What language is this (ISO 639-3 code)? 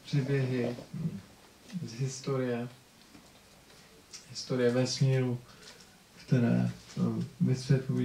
ces